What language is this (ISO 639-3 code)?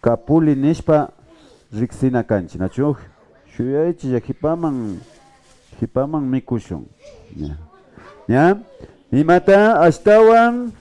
qvi